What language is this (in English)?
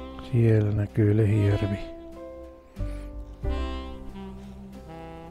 Finnish